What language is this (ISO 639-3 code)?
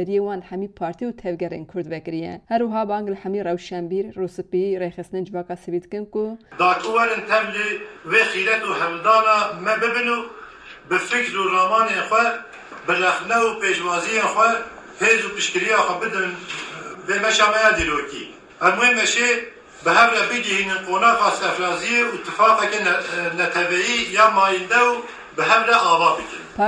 kur